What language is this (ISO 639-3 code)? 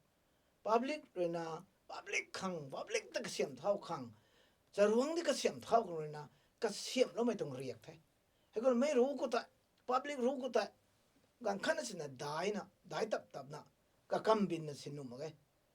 nbu